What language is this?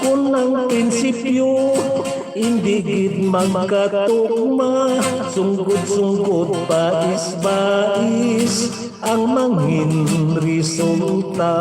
Hiligaynon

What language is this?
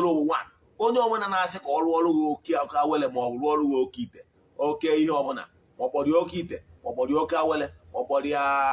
Igbo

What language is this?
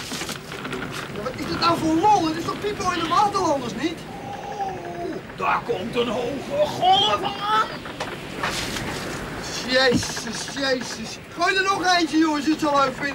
Dutch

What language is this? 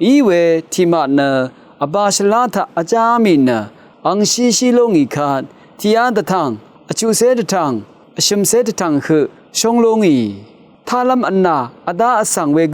Rawang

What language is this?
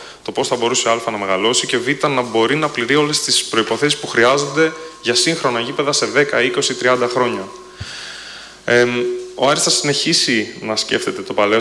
Greek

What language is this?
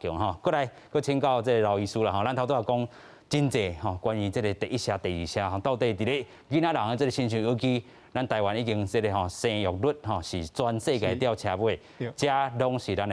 Min Nan Chinese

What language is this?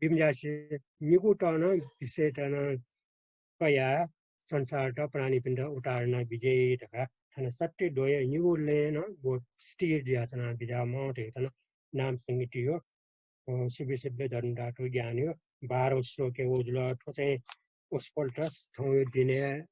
Newari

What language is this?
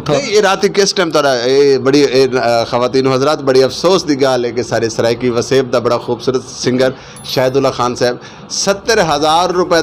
Saraiki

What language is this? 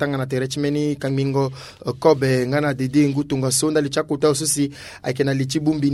Sango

